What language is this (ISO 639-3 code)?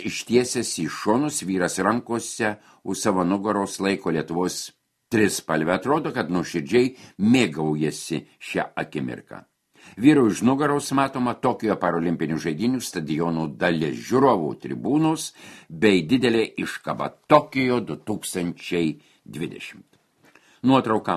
lit